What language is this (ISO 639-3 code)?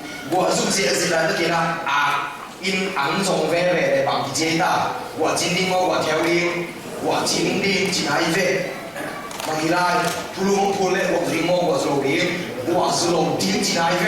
ctd